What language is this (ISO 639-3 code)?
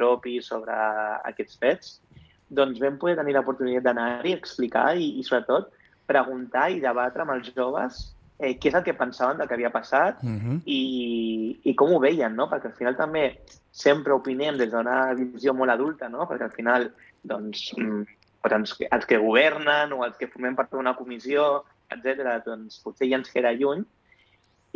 cat